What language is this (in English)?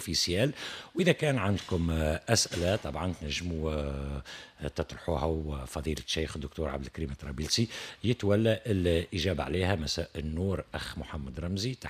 Tunisian Arabic